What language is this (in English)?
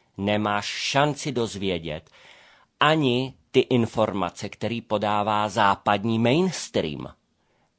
Czech